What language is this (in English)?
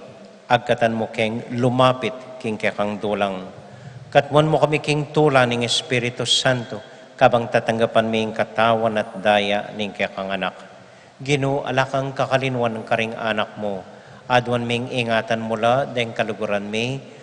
Pampanga